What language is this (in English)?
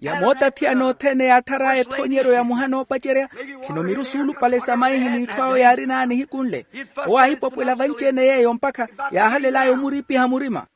Makhuwa